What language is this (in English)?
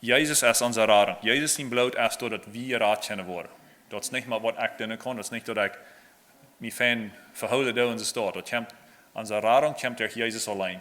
Plautdietsch